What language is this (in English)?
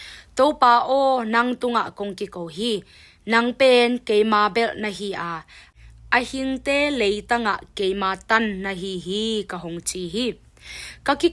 Tedim Chin